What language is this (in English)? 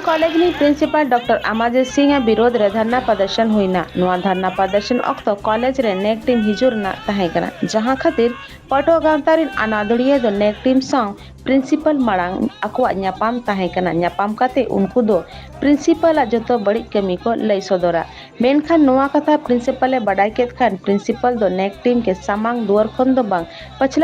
Santali